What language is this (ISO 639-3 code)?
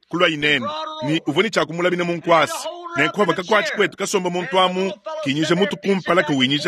lua